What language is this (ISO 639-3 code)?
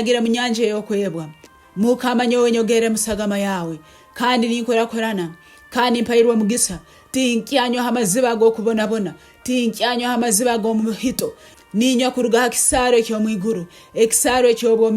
nyn